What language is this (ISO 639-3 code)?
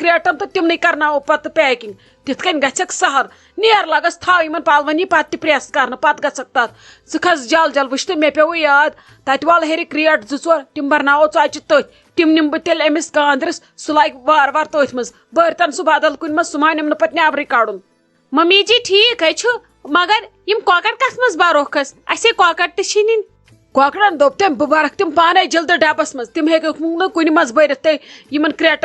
kas